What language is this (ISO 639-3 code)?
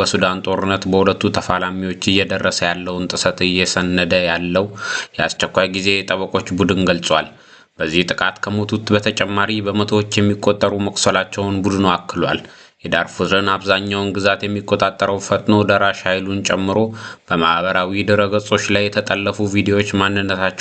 amh